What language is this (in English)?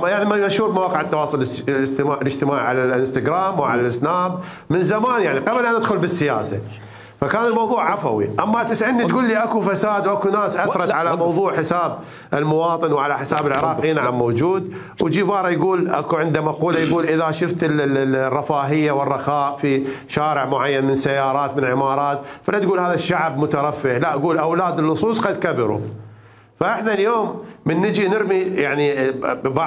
Mesopotamian Arabic